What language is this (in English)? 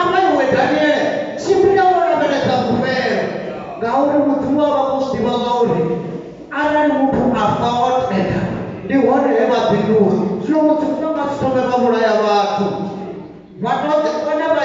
Venda